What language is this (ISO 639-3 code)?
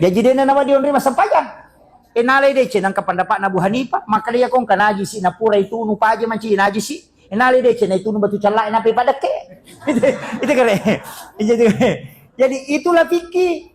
bug